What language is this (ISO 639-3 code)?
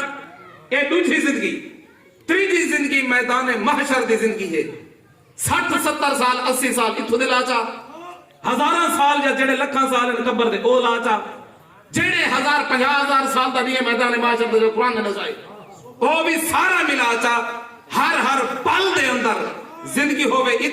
skr